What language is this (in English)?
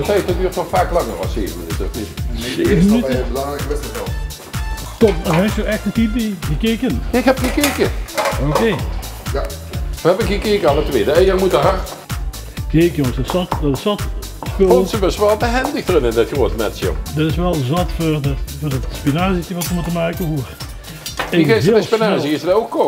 Limburgish